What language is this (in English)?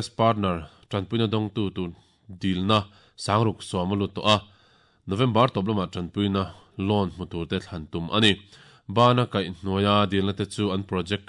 Mizo